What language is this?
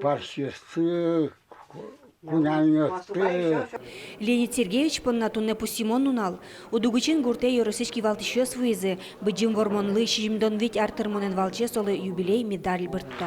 Udmurt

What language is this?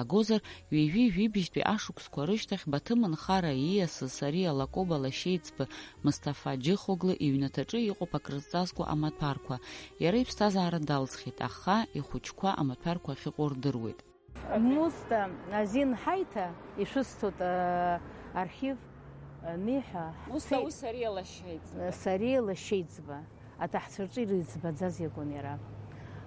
Abkhazian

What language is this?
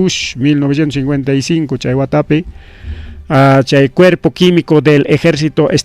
Ayacucho Quechua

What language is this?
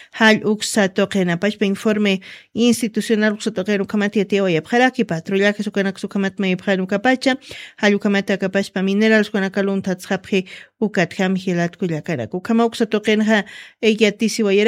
Aymara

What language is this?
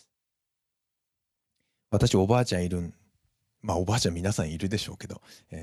Japanese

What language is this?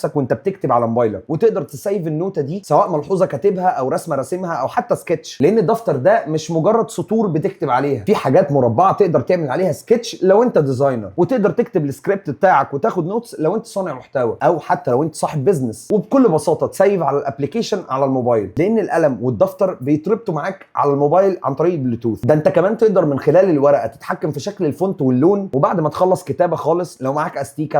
Egyptian Arabic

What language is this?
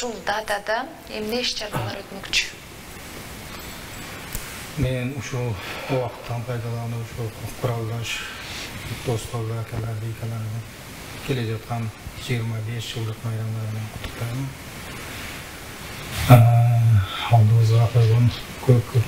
Kyrgyz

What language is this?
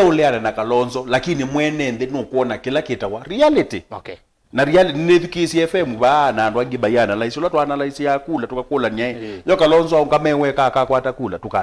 Kamba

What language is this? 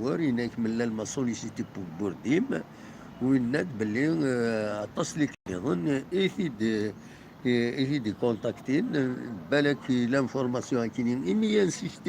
Kabyle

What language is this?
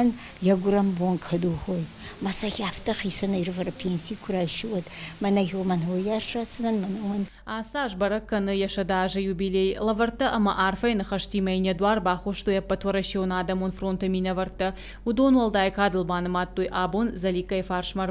Ossetic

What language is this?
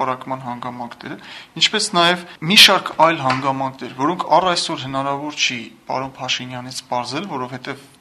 Armenian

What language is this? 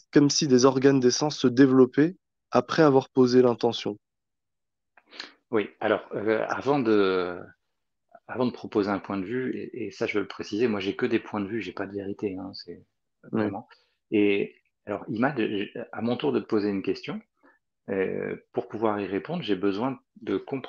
French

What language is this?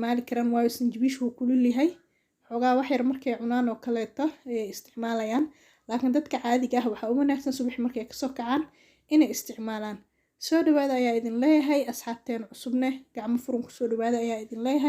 Somali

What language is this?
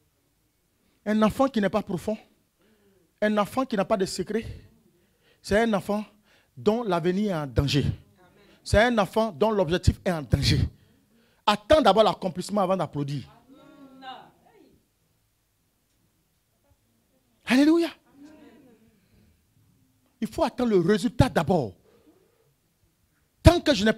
French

